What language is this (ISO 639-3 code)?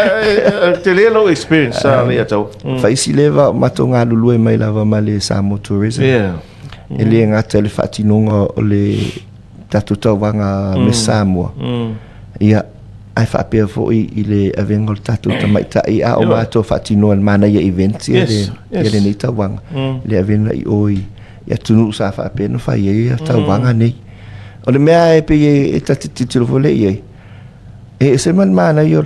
smo